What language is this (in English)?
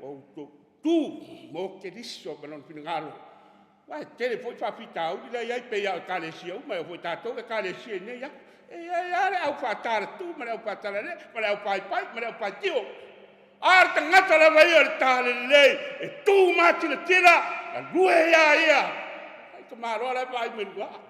Samoan